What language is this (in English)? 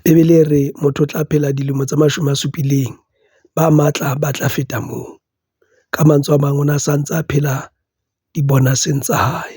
Southern Sotho